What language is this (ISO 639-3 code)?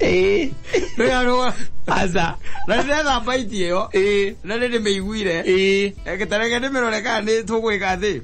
kik